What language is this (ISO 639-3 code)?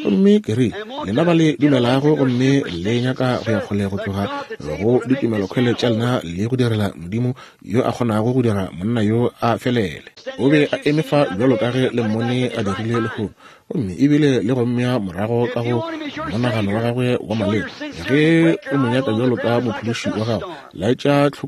nso